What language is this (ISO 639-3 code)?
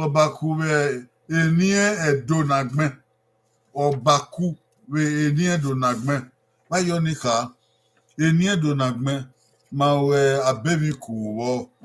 bin